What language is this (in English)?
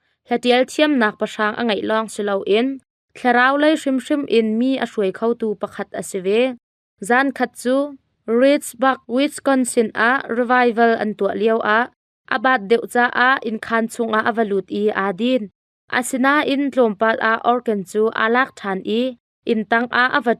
Hakha Chin